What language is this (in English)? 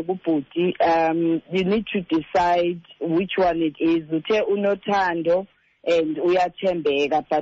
Xhosa